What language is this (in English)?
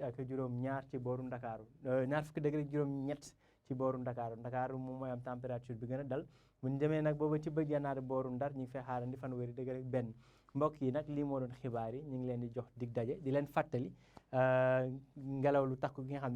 Wolof